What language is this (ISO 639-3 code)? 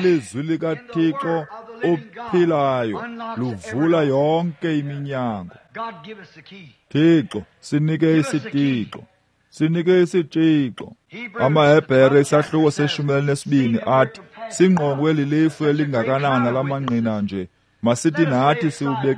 xho